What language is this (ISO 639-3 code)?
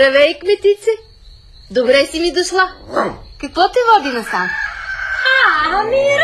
bul